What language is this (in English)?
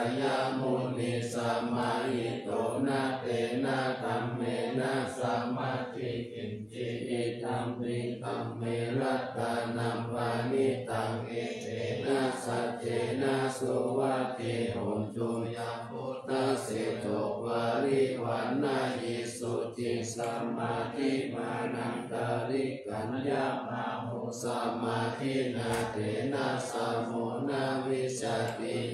Pali